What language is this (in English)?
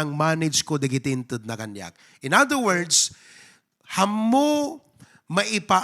Iloko